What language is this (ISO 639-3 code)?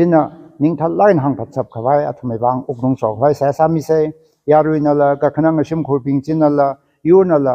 nmf